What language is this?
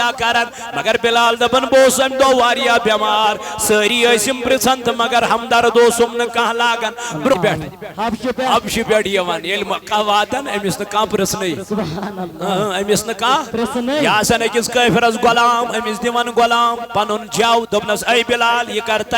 Kashmiri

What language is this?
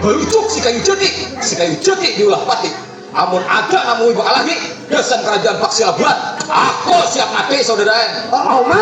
Banjar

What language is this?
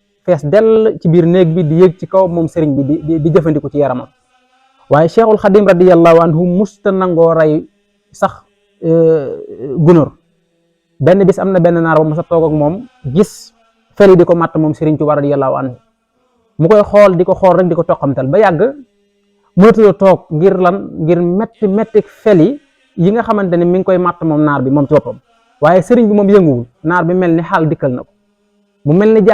Wolof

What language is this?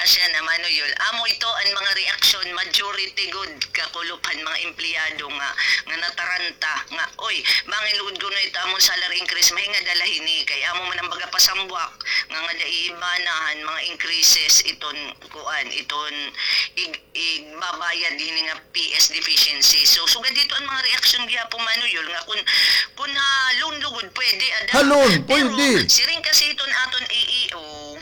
Waray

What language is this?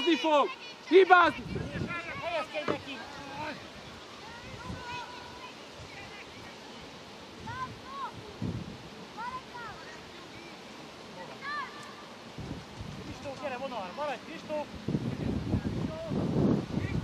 Hungarian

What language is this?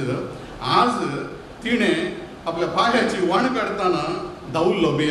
Konkani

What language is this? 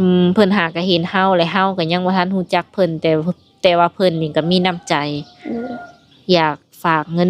Lao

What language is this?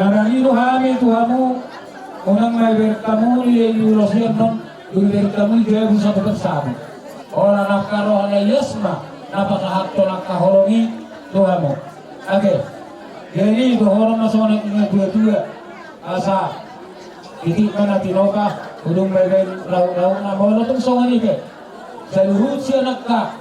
Batak Toba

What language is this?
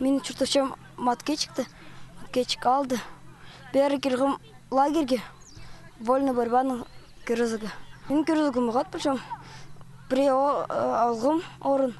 Khakas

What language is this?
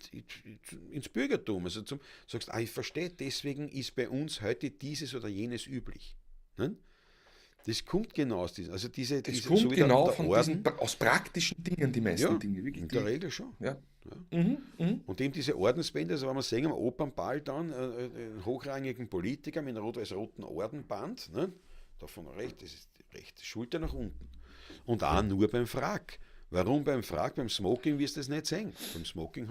Bavarian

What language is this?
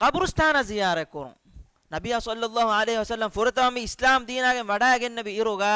Divehi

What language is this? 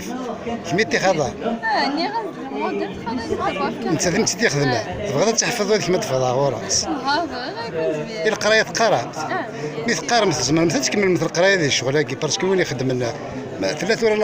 Kabyle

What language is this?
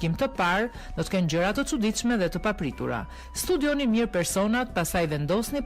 Albanian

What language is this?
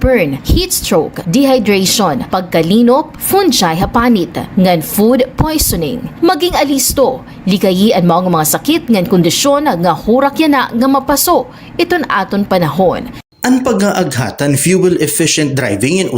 Waray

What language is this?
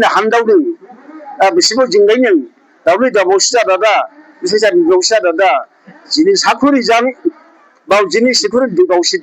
Dimasa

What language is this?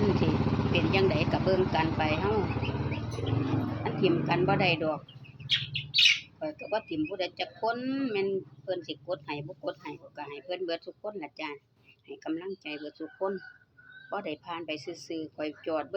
Lao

